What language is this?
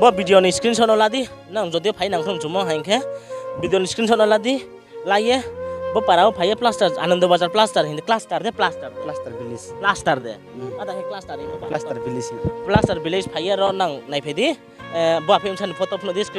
Riang (India)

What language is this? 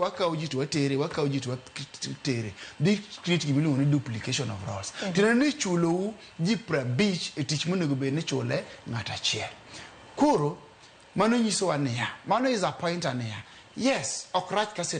Luo (Kenya and Tanzania)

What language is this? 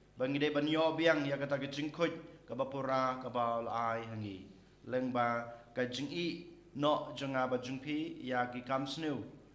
Khasi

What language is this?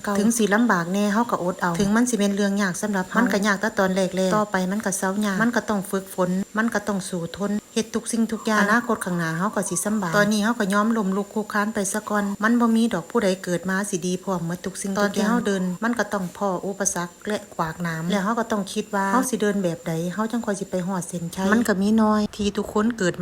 Lao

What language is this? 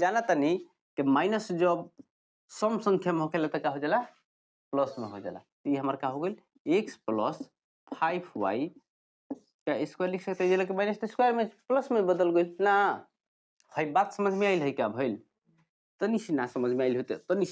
Bhojpuri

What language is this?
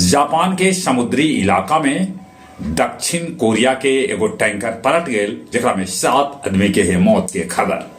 Magahi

